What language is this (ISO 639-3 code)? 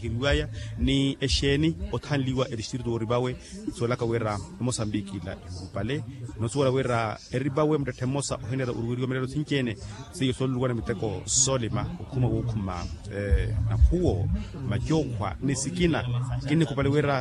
vmw